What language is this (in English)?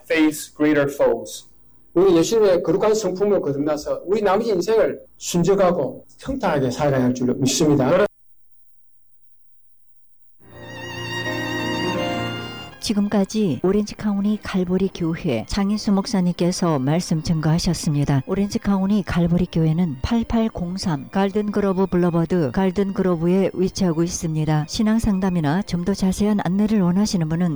Korean